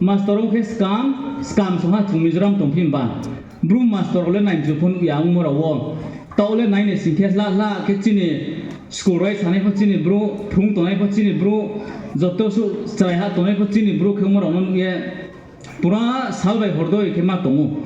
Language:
Riang (India)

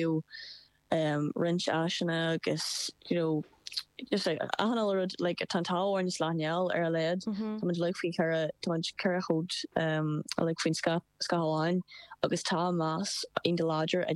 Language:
Irish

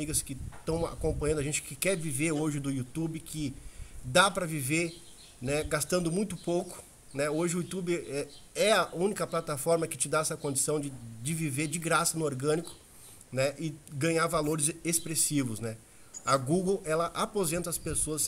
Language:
Portuguese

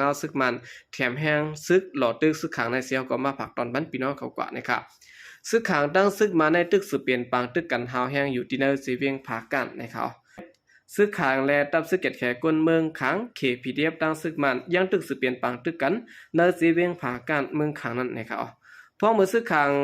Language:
Shan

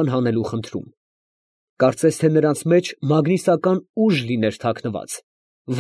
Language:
Armenian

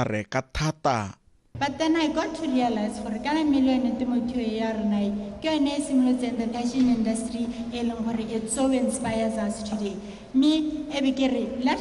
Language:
Tswana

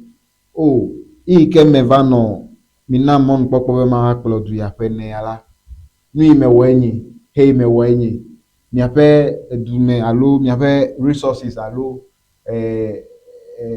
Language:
Ewe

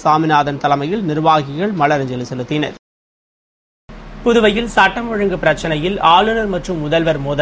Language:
Tamil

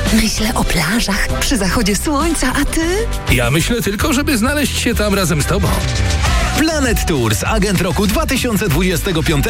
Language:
Polish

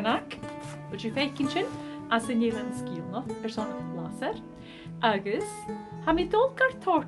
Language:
Scottish Gaelic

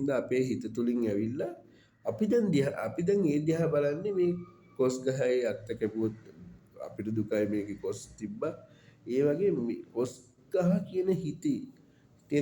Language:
Sinhala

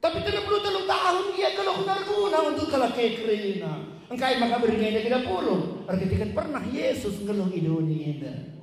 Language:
Batak Karo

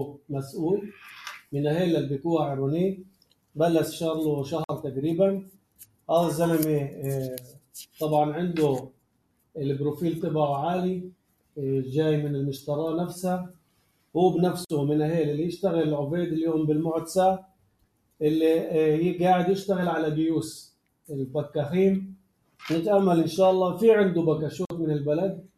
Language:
North Levantine Arabic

